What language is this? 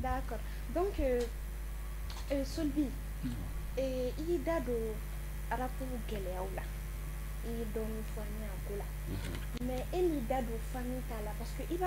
Bambara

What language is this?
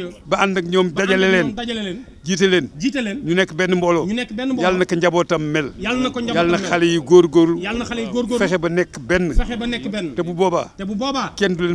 Wolof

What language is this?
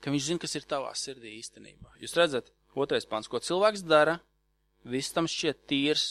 Latvian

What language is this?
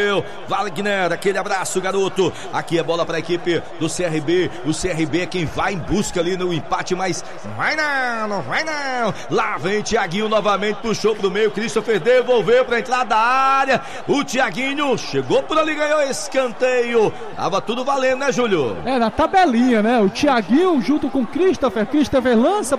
Portuguese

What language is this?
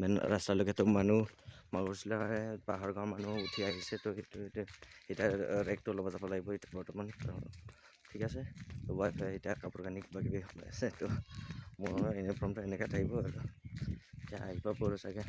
Assamese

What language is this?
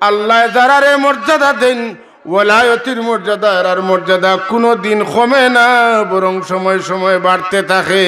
Sylheti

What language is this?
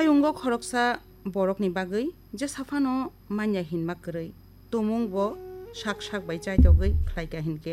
Kok Borok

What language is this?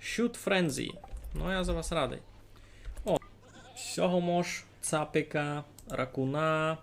Rusyn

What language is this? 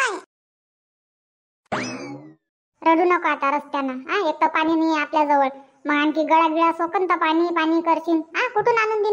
Marathi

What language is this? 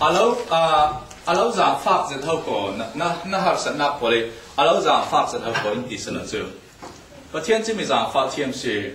Falam Chin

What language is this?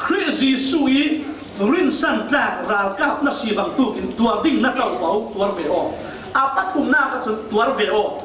Falam Chin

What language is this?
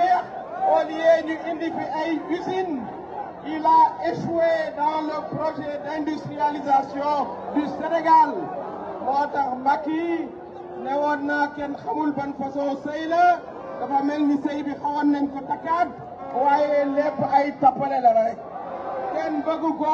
Wolof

